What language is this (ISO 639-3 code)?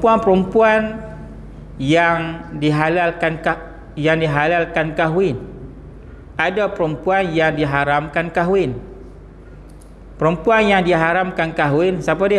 msa